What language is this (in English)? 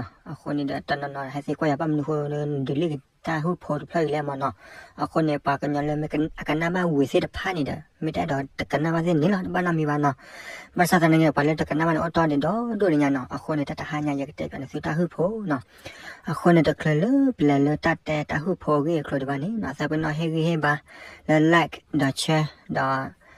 S'gaw Karen